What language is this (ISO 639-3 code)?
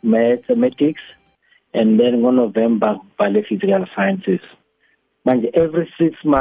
nbl